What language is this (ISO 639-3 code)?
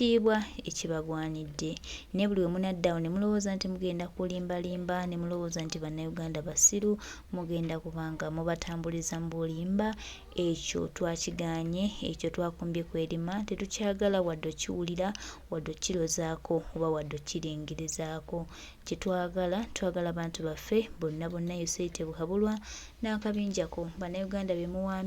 lug